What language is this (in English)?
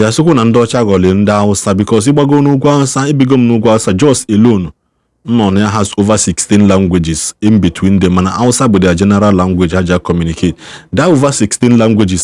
Igbo